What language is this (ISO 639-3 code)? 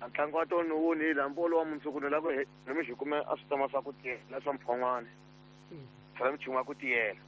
tso